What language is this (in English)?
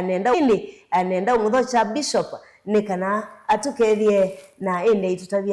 Kamba